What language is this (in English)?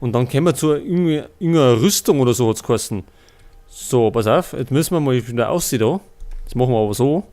Bavarian